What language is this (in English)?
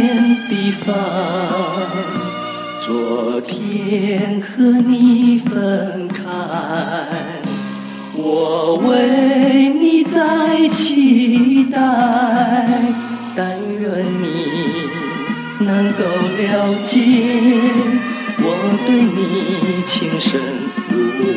Chinese